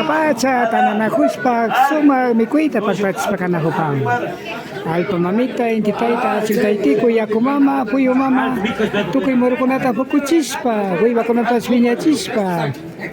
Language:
Imbabura Highland Quichua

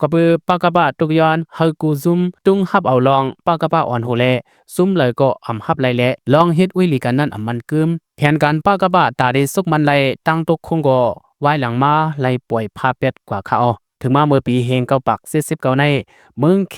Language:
Lao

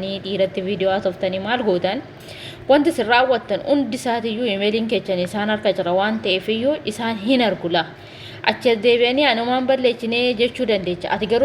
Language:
Oromo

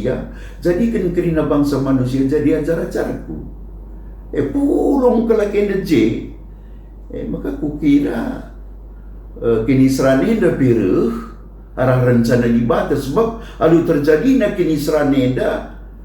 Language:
Batak Karo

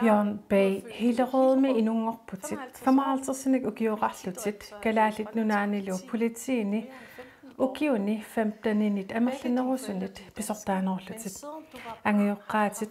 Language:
Kalaallisut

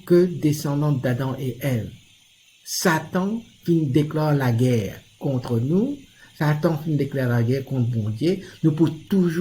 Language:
Morisyen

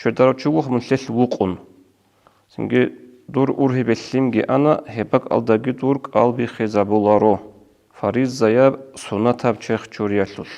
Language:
Avaric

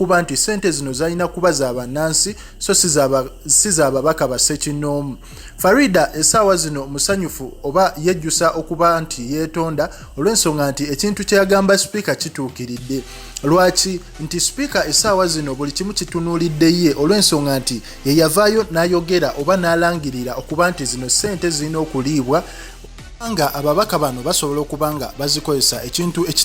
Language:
Ganda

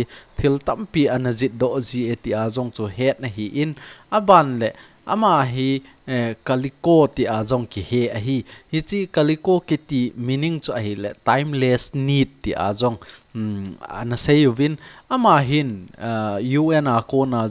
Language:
Thado Chin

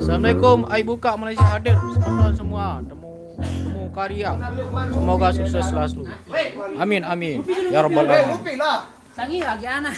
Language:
Sasak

